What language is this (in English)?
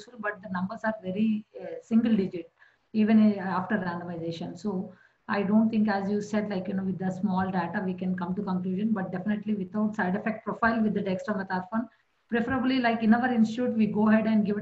English